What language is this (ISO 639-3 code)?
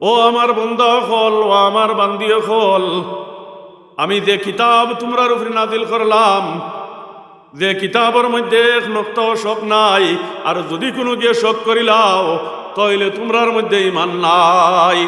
syl